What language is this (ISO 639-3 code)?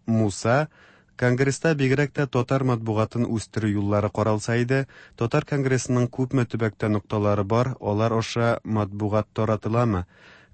tat